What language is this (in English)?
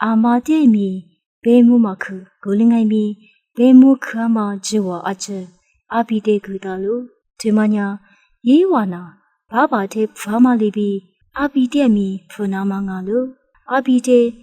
Lisu